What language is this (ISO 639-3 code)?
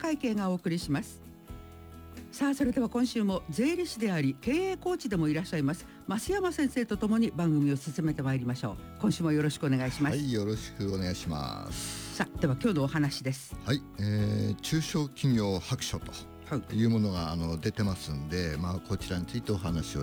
jpn